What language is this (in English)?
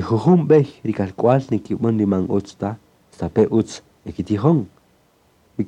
Kaqchikel